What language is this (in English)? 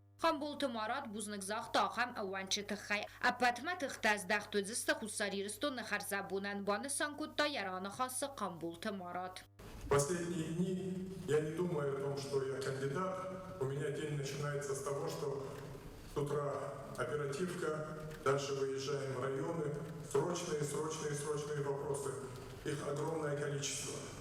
Ossetic